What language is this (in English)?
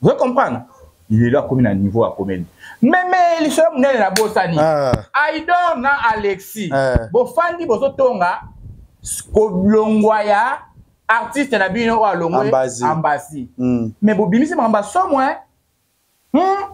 Lingala